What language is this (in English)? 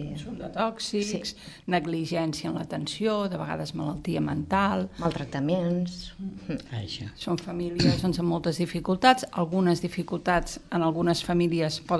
Catalan